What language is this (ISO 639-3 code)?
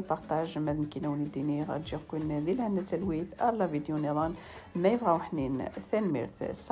kab